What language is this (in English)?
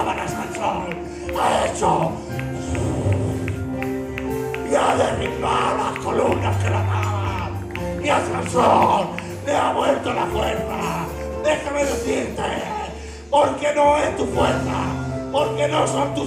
Spanish